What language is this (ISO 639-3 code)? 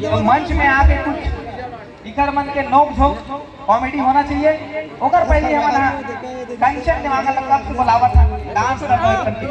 hne